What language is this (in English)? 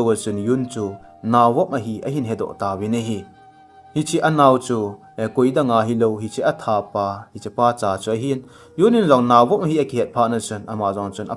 Thado Chin